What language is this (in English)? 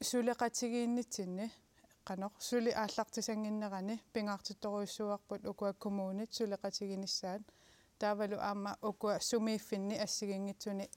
Kalaallisut